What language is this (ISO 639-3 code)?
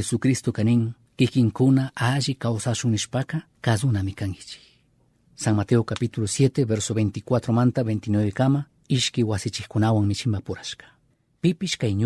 qug